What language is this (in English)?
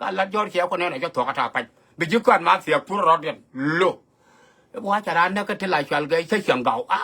Nuer